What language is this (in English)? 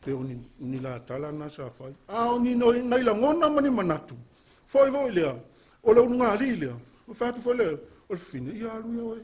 Samoan